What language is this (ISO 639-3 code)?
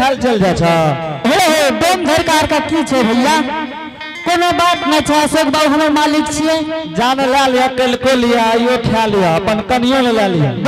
anp